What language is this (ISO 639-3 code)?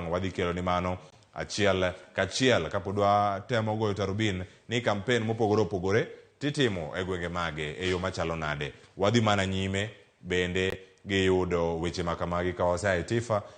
luo